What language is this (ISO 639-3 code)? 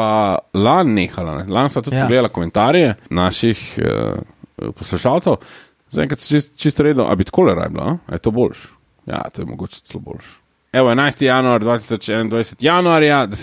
slv